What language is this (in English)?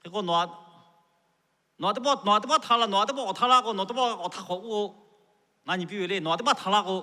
Lahu